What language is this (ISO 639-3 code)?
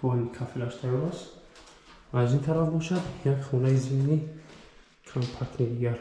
tgk